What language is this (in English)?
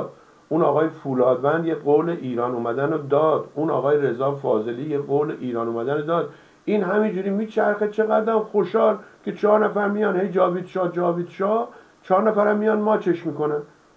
Persian